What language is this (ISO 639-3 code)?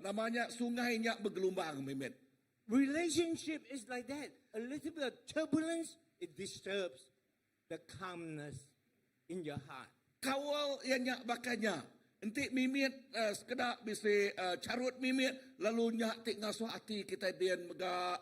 iba